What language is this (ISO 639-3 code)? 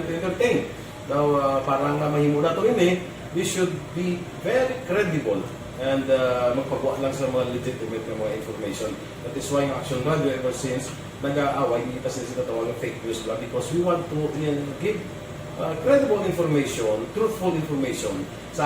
hil